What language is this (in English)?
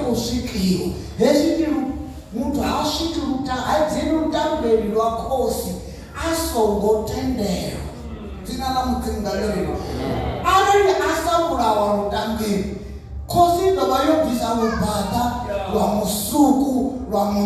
Venda